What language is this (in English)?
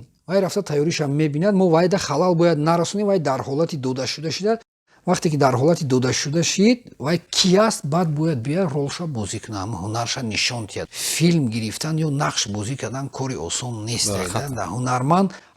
Tajik